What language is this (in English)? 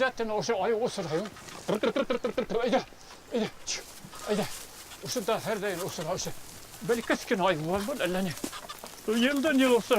Bashkir